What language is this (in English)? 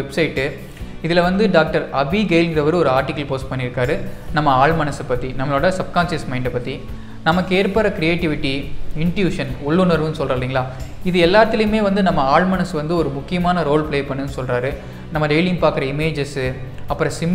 Tamil